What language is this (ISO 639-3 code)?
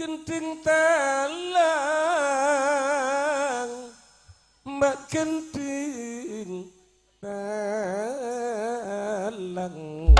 mad